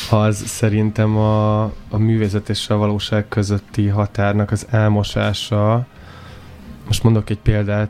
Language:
Hungarian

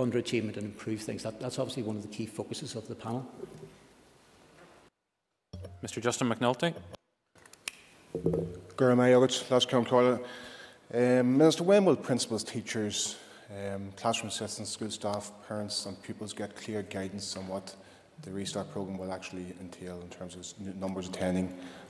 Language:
English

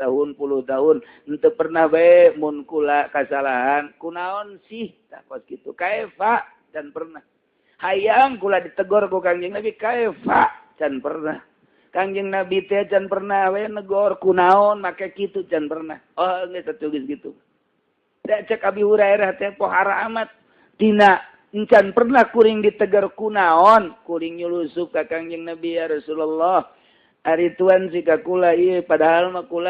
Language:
Sundanese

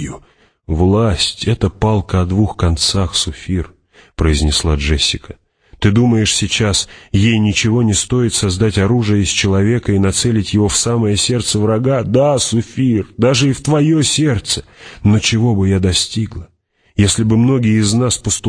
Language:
Russian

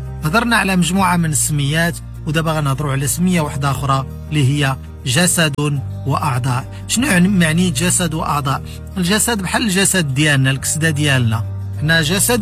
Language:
Moroccan Arabic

